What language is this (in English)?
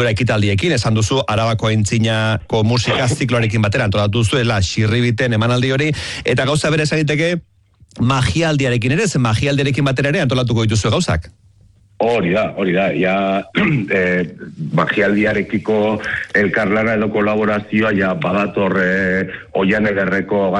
Basque